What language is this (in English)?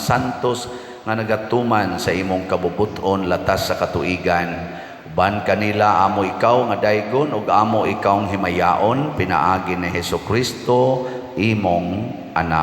Cebuano